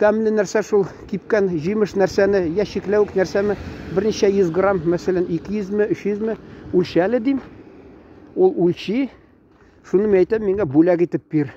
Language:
Tatar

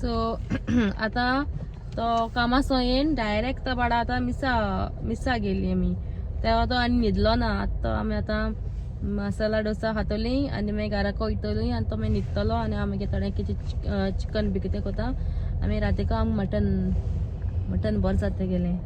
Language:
Konkani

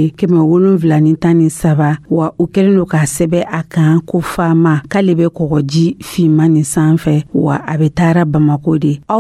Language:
Dyula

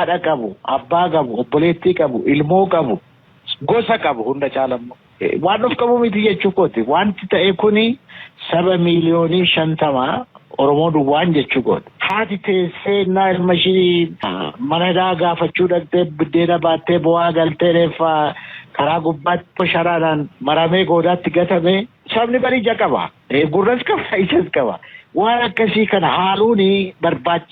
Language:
Oromo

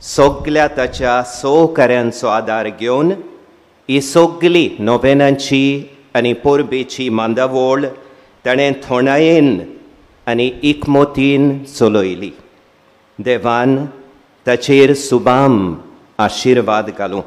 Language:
Konkani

